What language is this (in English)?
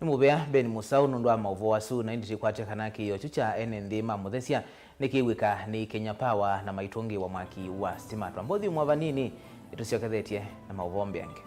Kamba